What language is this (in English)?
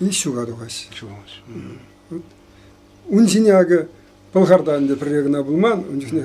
Chuvash